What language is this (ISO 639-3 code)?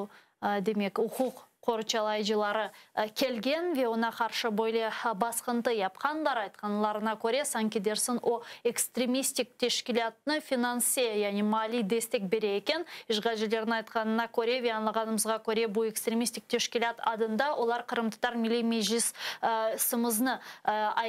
crh